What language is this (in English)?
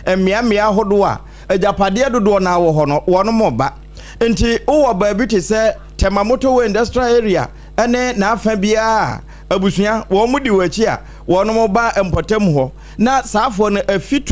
Akan